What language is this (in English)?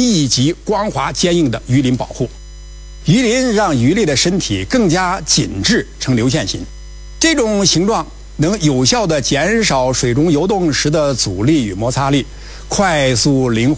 Chinese